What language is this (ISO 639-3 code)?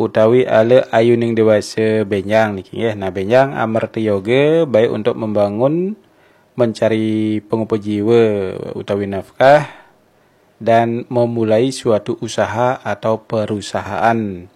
ban